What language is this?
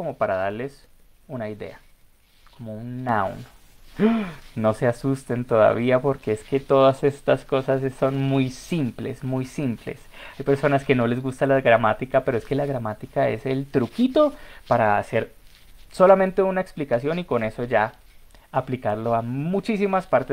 Spanish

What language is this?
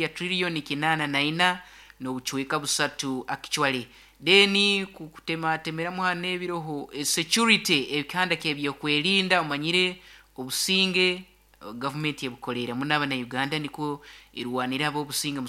Nyoro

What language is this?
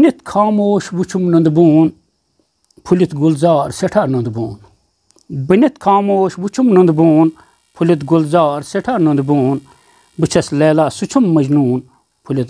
Kashmiri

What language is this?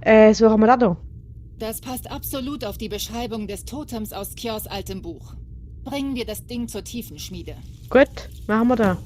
Swiss German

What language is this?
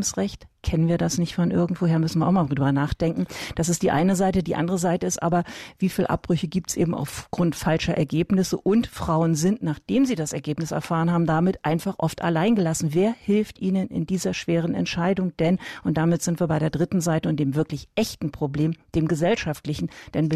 German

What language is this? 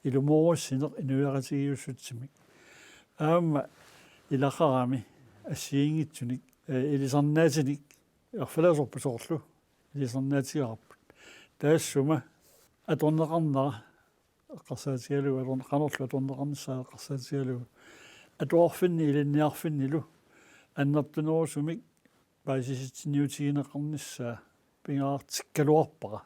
Kalaallisut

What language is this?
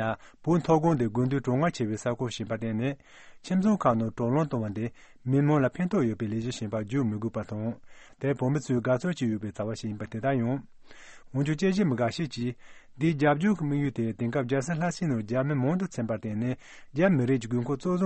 Tibetan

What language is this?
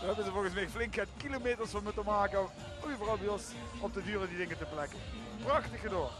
Limburgish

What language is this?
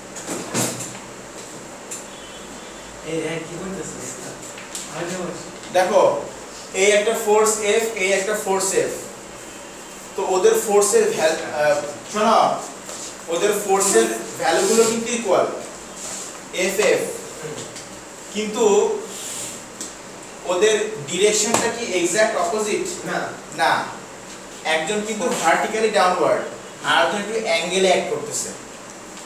Bangla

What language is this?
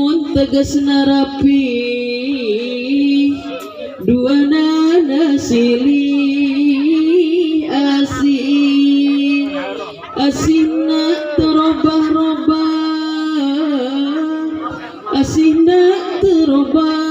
Sundanese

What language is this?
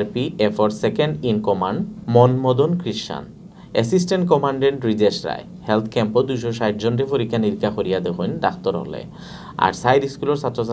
Sylheti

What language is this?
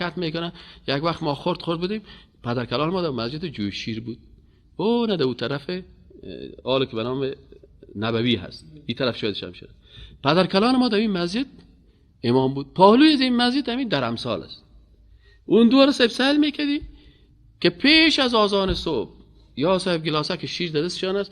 Persian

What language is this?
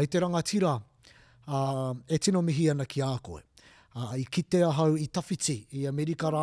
Māori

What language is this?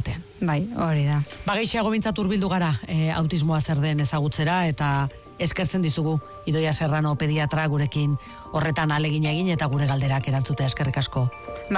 Basque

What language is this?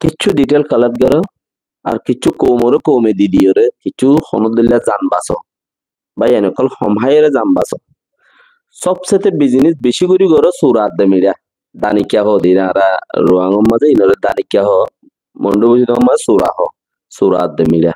Rohingya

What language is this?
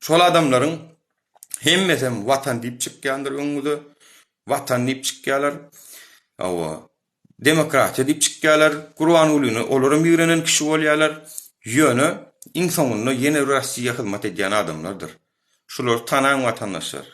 Turkmen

